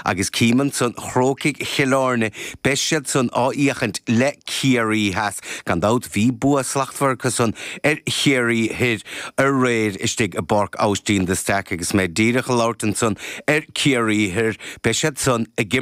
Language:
Irish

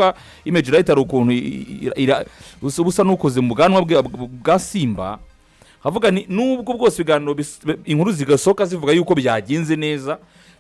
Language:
Kinyarwanda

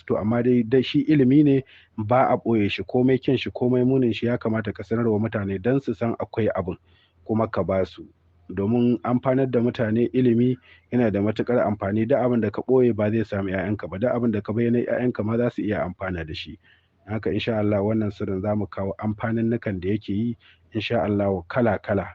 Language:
Hausa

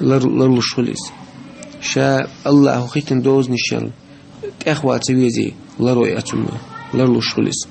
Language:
Chechen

